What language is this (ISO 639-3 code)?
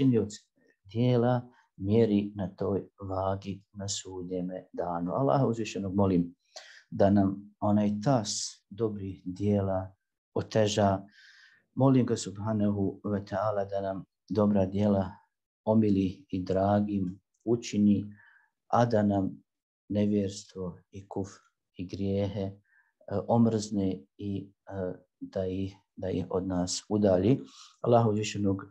bos